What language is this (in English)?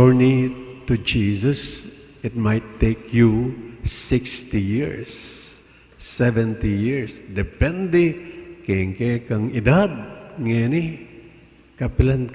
Pampanga